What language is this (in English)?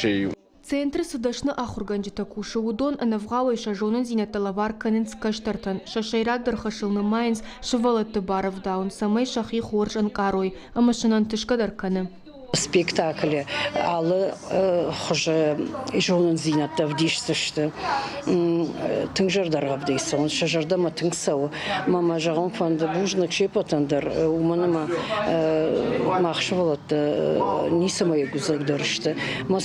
Ossetic